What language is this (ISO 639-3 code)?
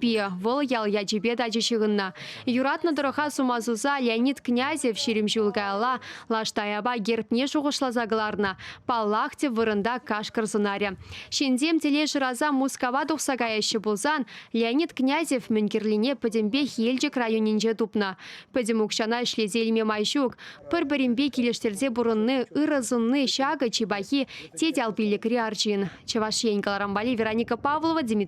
chv